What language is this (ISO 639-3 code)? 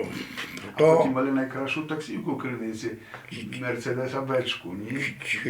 rue